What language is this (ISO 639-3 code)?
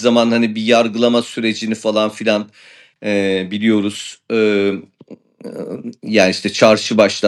tur